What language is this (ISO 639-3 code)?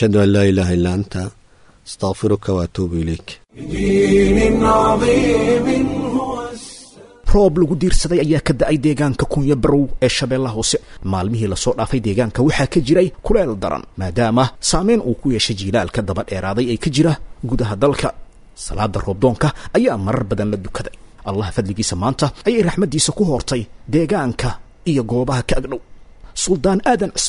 som